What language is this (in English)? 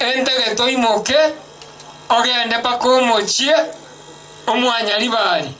Gusii